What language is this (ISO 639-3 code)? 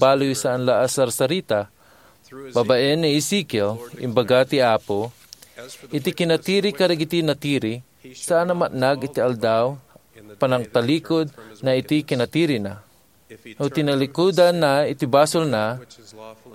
ilo